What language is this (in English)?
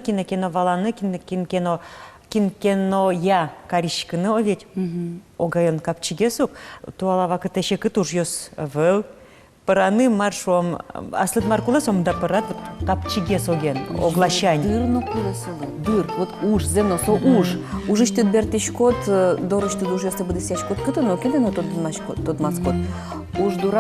Udmurt